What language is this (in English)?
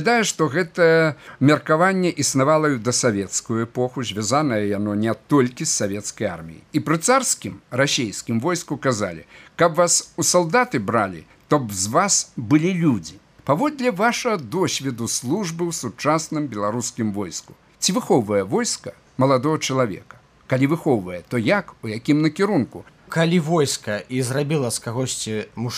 Belarusian